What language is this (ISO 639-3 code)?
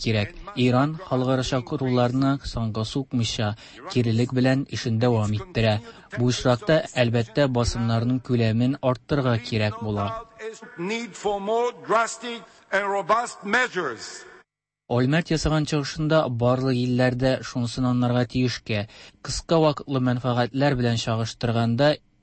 tat